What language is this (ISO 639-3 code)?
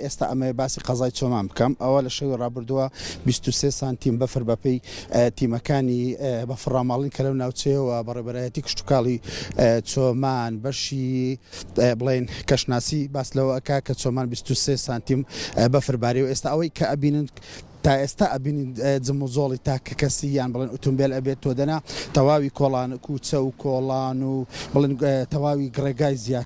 ckb